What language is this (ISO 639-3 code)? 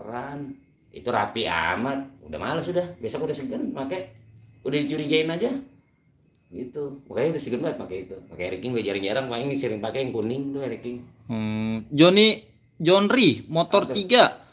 ind